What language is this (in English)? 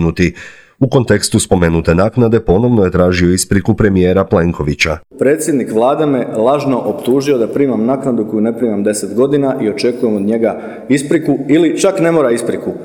Croatian